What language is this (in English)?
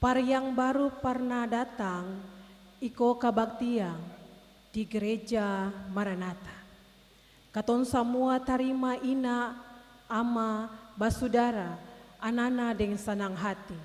Ambonese Malay